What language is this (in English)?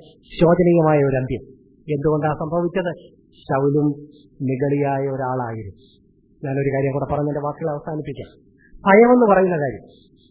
Malayalam